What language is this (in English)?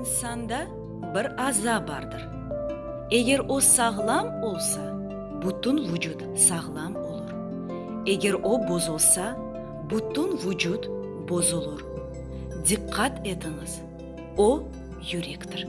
Crimean Tatar